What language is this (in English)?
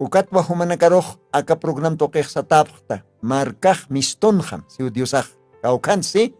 Aymara